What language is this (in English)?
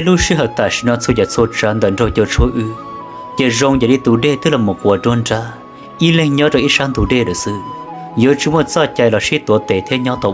Hmong